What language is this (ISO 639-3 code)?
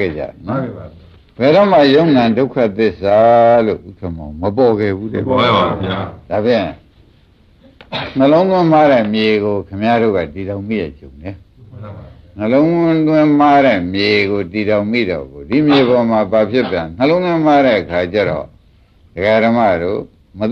mya